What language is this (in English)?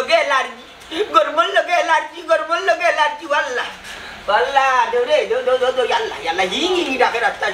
Sylheti